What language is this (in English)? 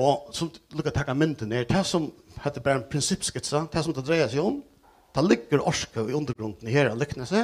Faroese